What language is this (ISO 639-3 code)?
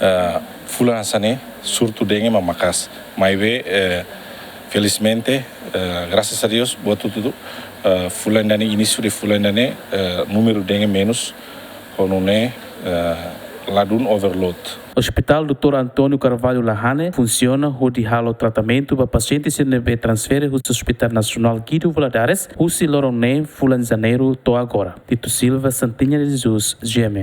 tet